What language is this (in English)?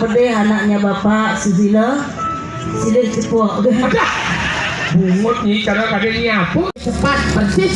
Balinese